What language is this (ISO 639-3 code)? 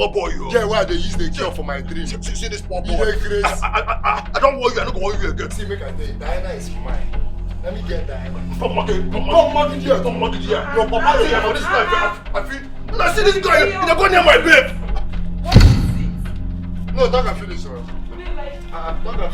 pcm